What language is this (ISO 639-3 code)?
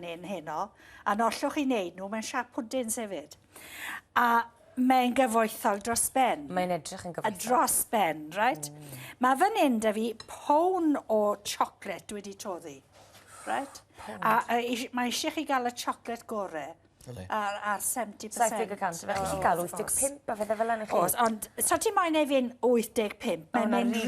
cym